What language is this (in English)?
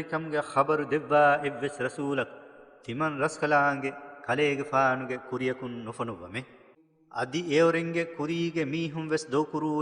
Divehi